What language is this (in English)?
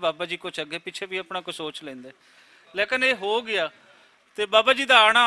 Western Panjabi